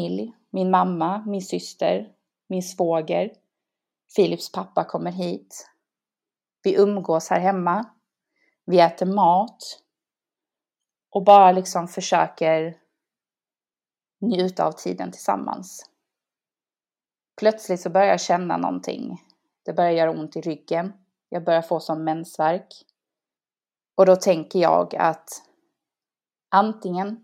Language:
Swedish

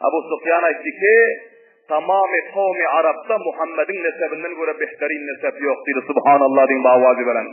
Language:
Turkmen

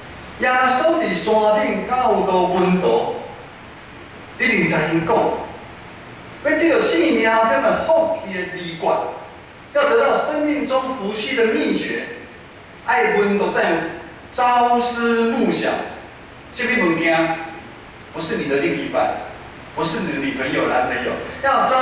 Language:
Min Nan Chinese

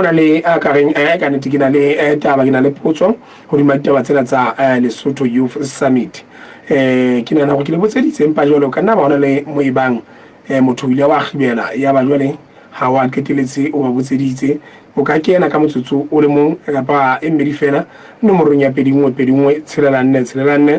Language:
Southern Sotho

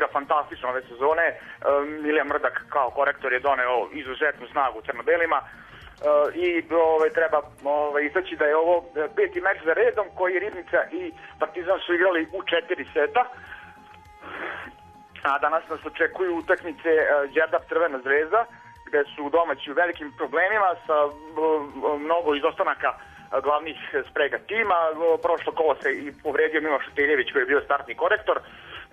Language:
Serbian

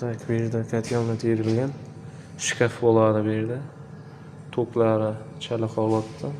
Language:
Uzbek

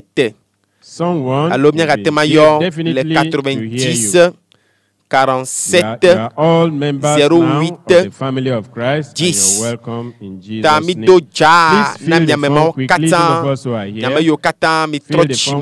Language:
Ewe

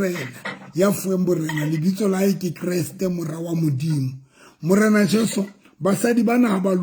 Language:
Southern Sotho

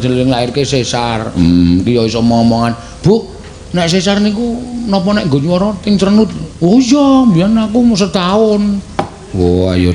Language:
Javanese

